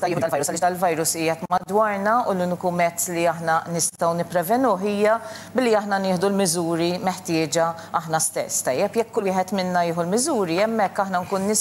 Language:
Maltese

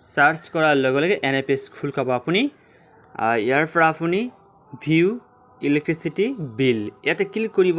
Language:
Assamese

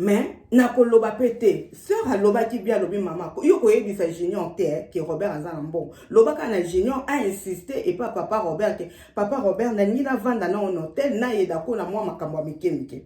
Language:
Lingala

